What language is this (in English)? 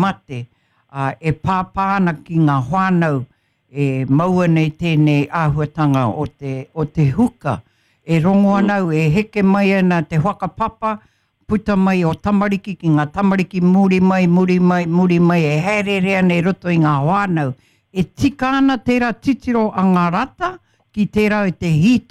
Māori